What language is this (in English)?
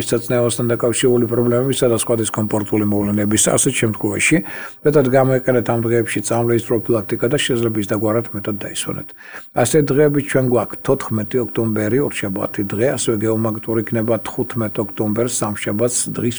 Georgian